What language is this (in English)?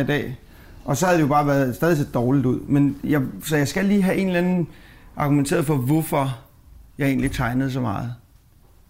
Danish